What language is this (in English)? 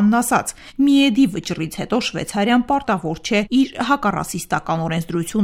Armenian